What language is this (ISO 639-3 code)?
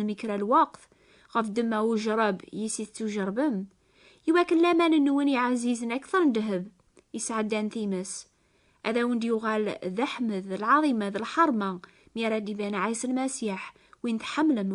kab